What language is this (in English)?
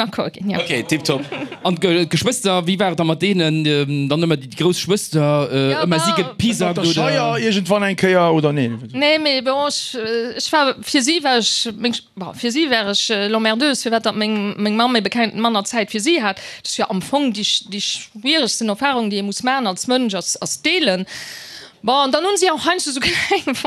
Luxembourgish